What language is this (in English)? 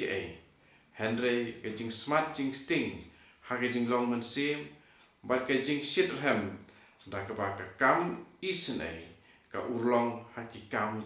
Khasi